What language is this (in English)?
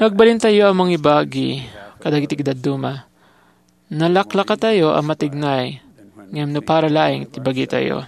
Iloko